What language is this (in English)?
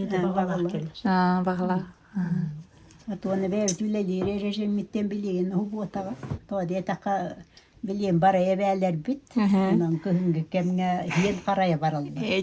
Yakut